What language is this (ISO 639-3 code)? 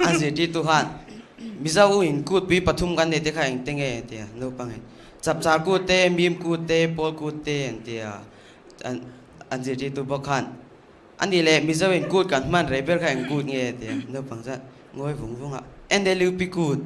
lus